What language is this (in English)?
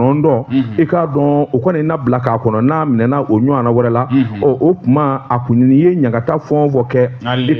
Bambara